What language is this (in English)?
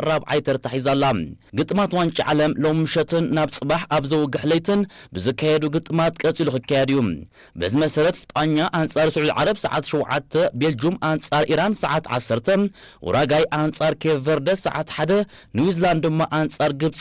Tigrinya